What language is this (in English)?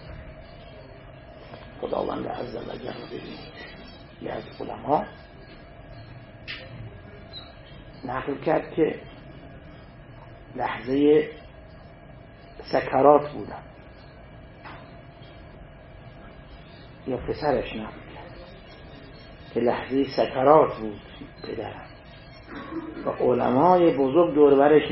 Persian